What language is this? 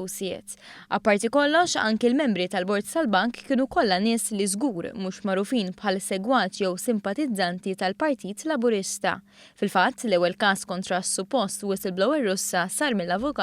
Maltese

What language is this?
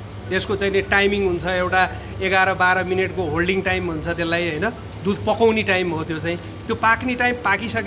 Nepali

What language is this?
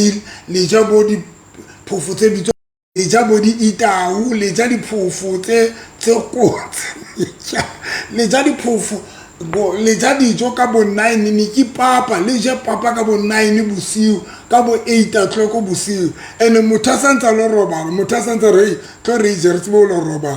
Southern Sotho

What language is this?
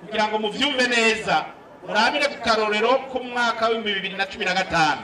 Rundi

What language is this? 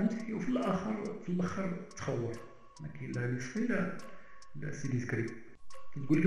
Moroccan Arabic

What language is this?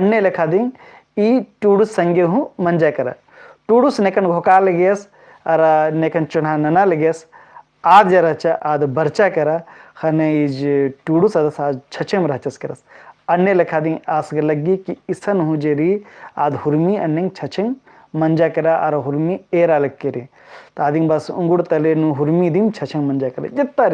Kurukh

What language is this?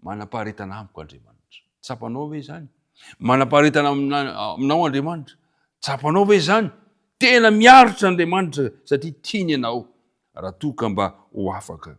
Malagasy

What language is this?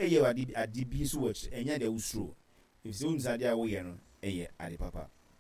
Akan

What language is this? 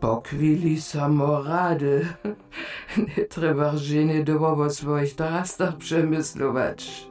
Upper Sorbian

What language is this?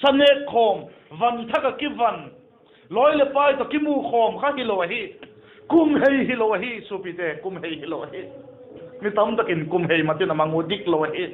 Vaiphei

